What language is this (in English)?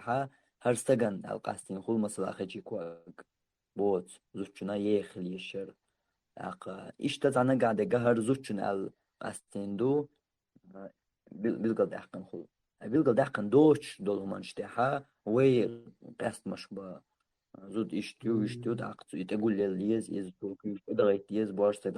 Chechen